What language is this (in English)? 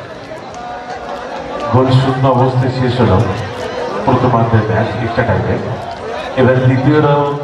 Bangla